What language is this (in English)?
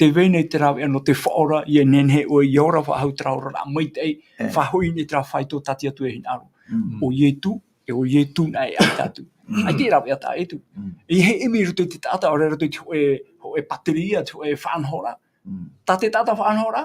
Tahitian